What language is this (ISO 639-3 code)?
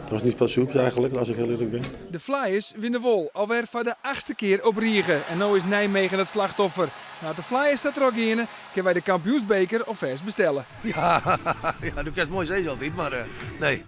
fry